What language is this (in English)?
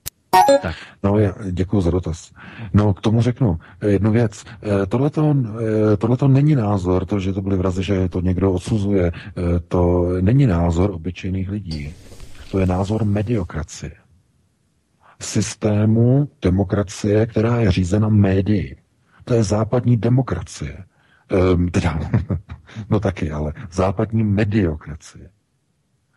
Czech